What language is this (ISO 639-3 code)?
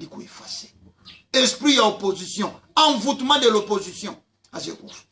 lin